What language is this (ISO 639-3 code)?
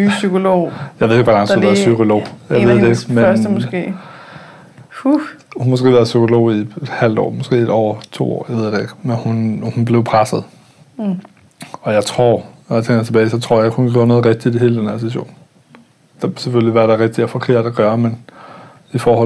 dan